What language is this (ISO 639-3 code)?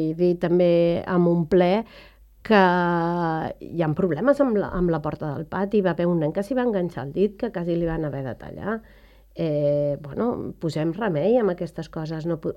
cat